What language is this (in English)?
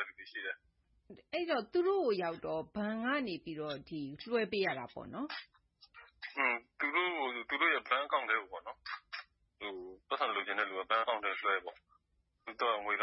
Burmese